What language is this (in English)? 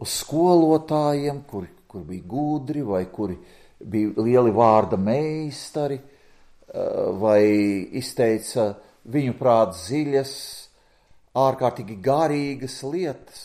Latvian